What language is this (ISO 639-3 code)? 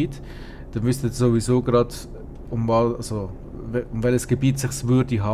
gsw